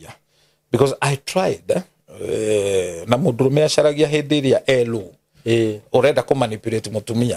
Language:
Kikuyu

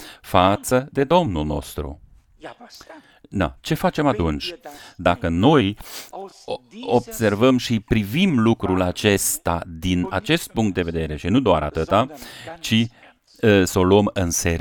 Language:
Romanian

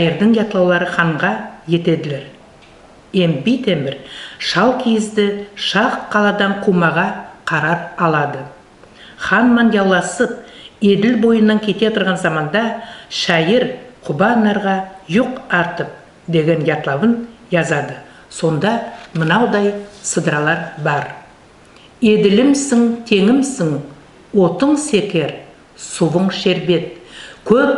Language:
Nogai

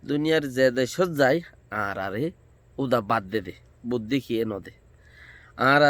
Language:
Rohingya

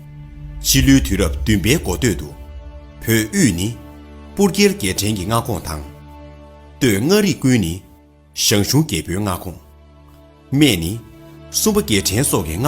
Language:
Tibetan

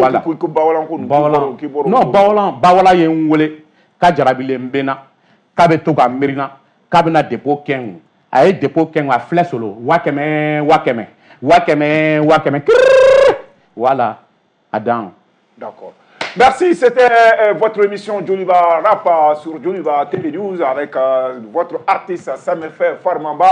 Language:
Bambara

